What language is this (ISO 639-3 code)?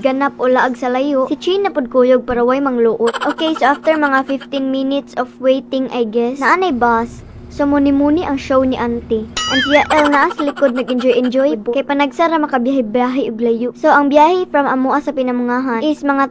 ceb